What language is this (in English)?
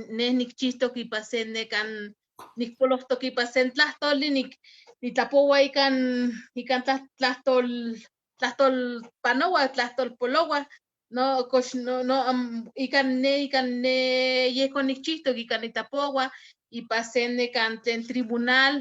Eastern Huasteca Nahuatl